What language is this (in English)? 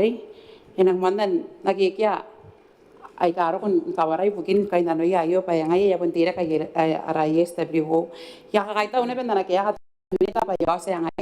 Gilbertese